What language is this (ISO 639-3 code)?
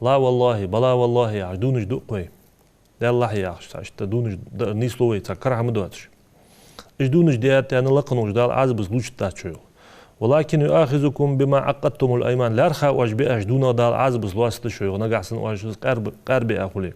inh